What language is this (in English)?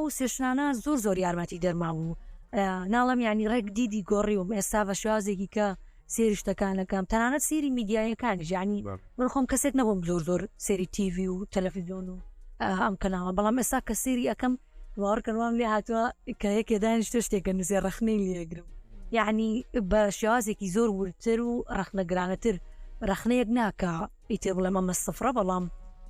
Central Kurdish